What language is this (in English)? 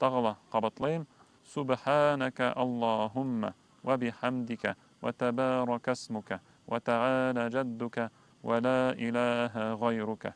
Bashkir